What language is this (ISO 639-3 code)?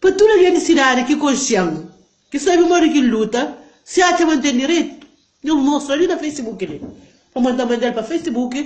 kea